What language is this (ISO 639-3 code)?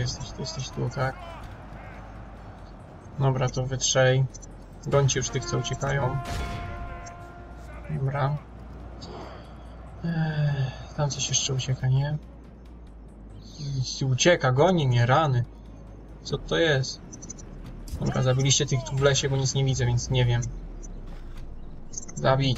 pol